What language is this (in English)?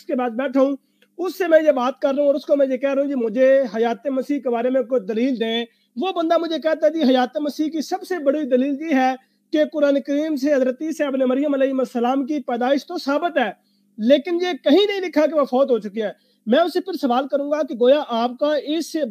Urdu